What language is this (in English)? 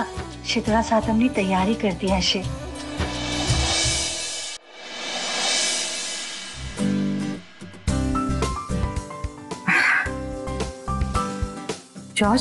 Gujarati